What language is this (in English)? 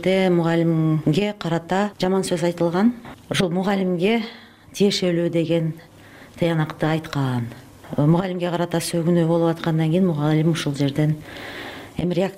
Kyrgyz